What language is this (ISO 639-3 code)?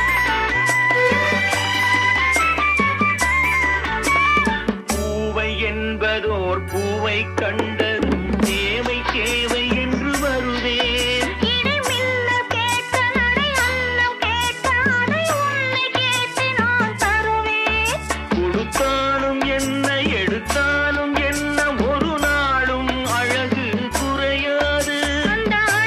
tam